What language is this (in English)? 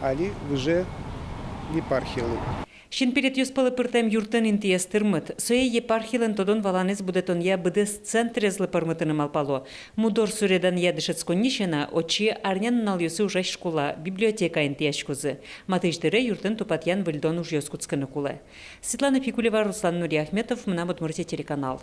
Udmurt